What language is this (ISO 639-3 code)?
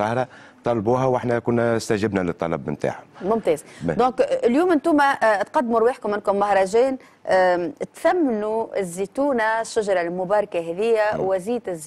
aeb